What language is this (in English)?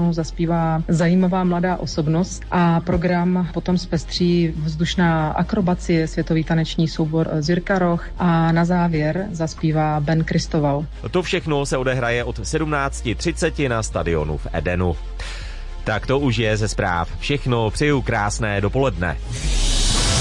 Czech